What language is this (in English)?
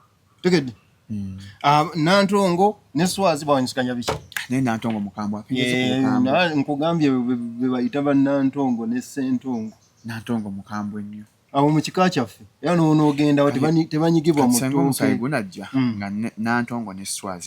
Ganda